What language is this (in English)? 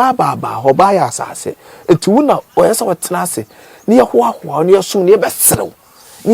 Akan